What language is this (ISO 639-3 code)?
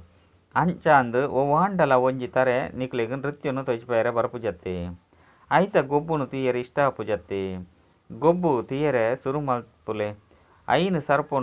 tcy